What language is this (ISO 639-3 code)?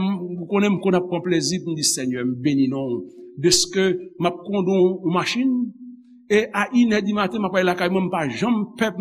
hat